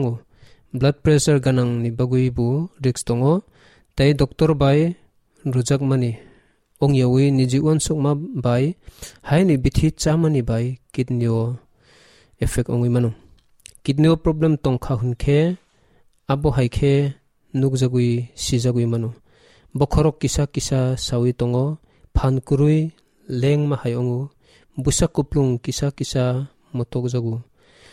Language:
Kok Borok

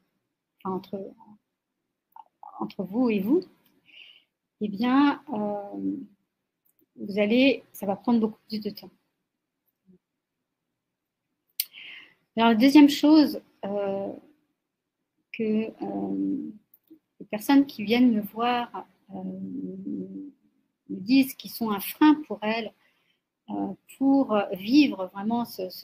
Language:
French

